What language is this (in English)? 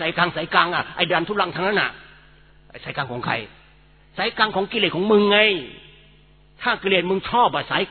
Thai